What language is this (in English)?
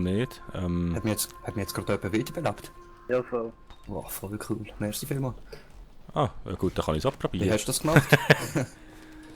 Swiss German